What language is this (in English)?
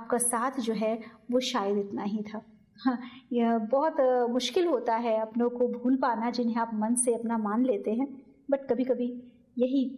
Hindi